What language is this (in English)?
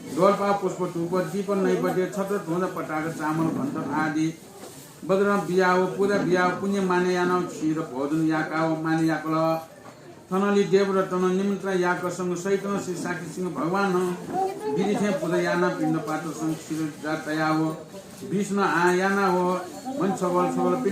Newari